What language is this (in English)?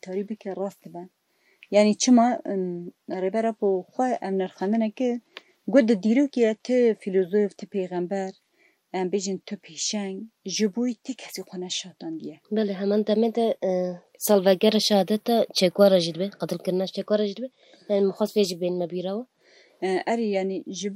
Kurdish